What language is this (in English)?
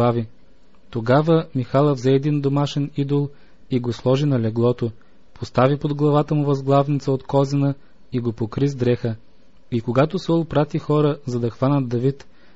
Bulgarian